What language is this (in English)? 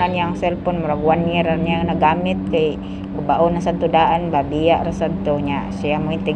Cebuano